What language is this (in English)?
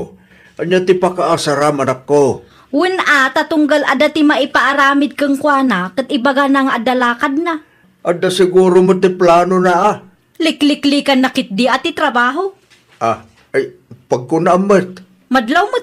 Iloko